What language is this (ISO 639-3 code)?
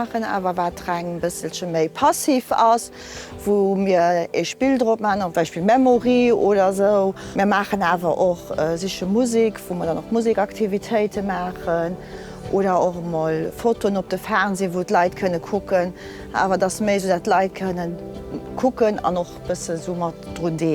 ltz